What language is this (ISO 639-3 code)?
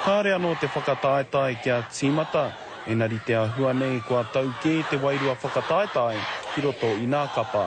mri